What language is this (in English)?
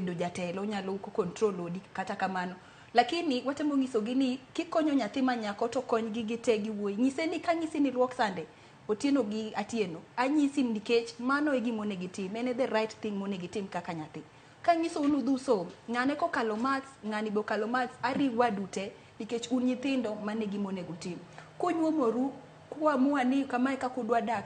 Luo (Kenya and Tanzania)